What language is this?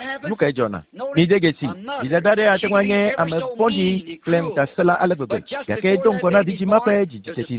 Ewe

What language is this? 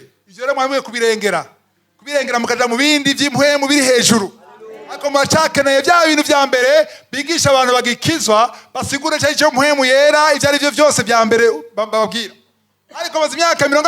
Rundi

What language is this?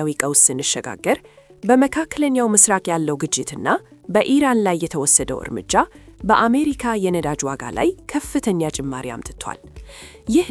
Amharic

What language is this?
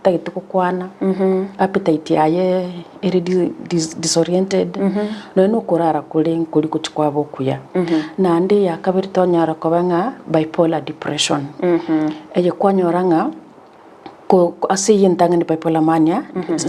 Gusii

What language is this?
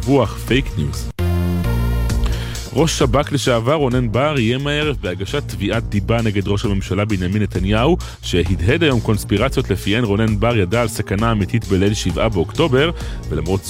Hebrew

